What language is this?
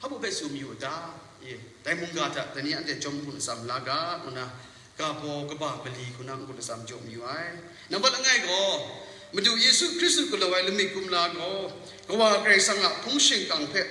Kachin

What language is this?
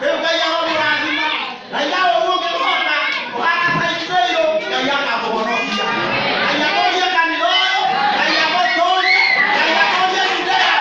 Kikuyu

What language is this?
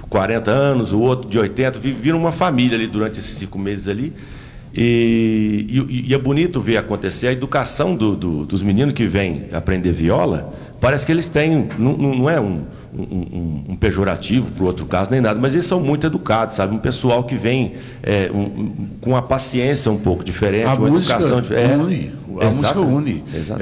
Portuguese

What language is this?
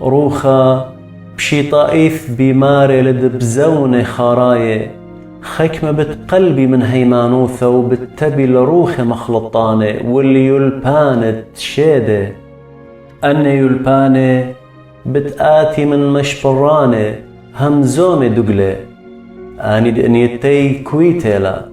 Assyrian Neo-Aramaic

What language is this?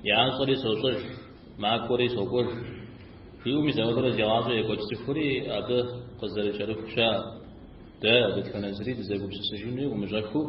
Kabardian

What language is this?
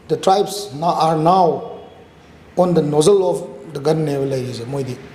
Manipuri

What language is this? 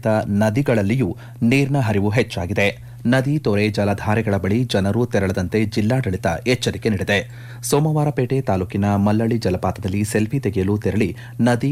Kannada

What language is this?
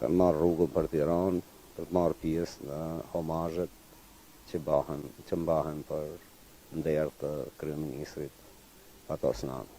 Albanian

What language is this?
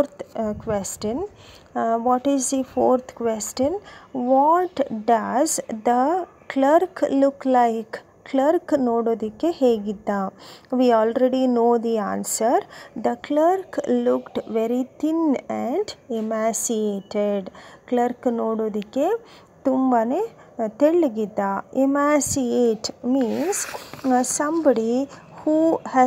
Kannada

